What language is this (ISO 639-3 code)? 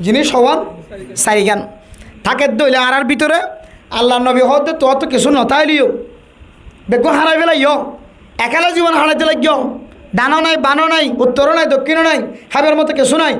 rhg